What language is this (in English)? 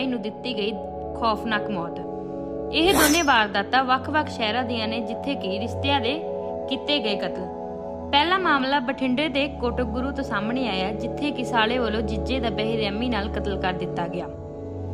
Punjabi